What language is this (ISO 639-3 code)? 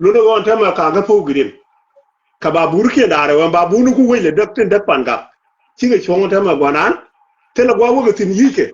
nus